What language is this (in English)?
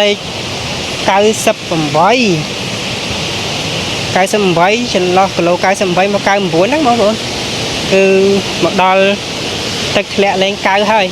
Khmer